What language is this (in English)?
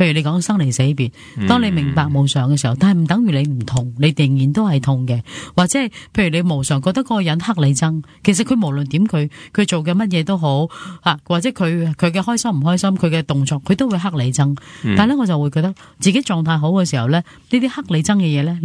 Cantonese